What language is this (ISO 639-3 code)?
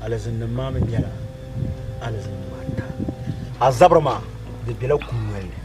dag